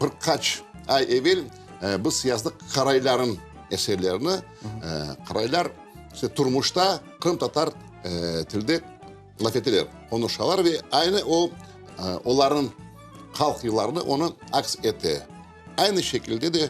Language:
Crimean Tatar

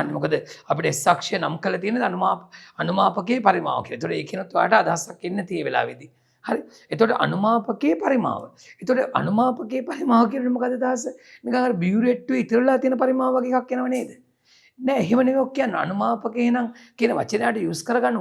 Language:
Sinhala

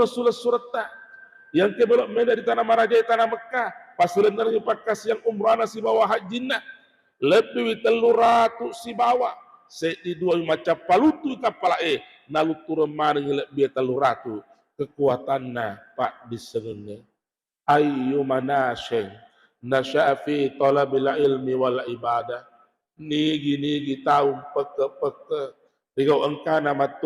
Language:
Buginese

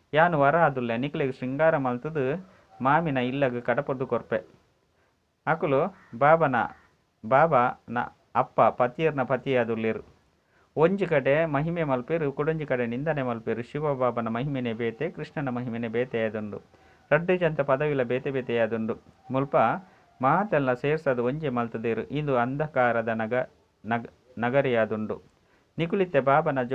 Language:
Tulu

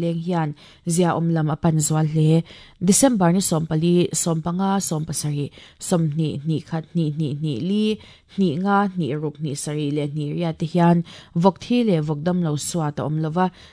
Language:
Mizo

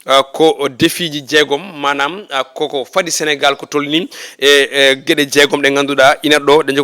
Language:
Fula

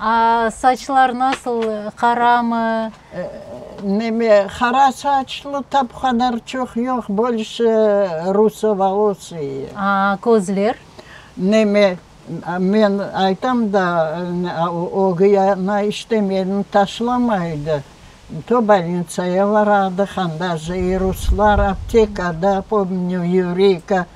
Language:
Crimean Tatar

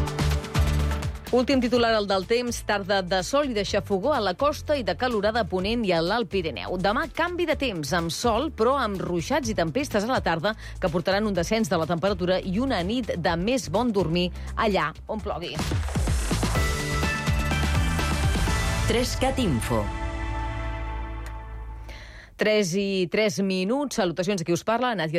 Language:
Catalan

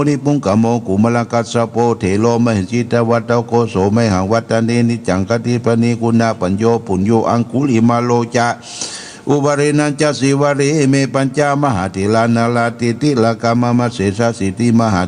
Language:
Pali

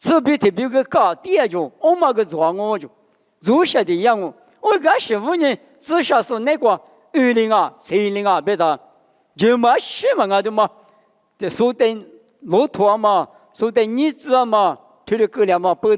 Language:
Lisu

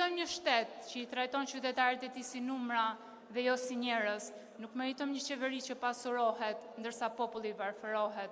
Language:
Albanian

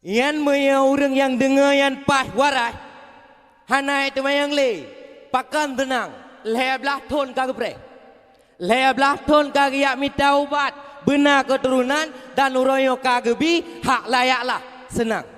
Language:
Achinese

